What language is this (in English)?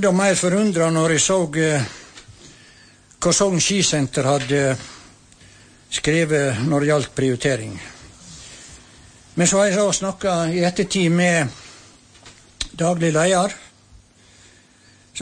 Norwegian